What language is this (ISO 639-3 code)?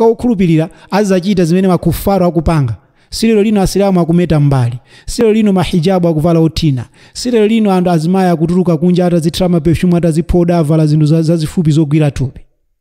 nya